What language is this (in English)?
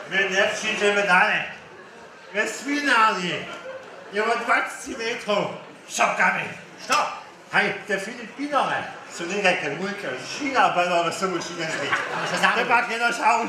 Upper Sorbian